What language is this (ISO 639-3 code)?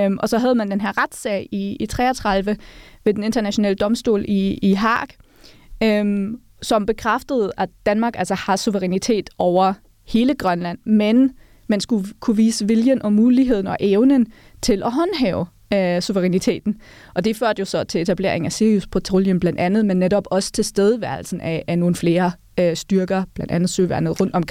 dan